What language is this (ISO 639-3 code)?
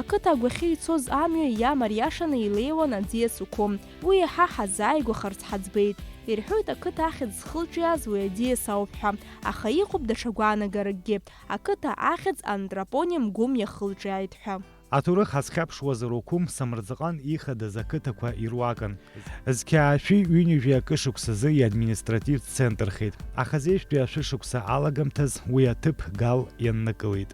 abk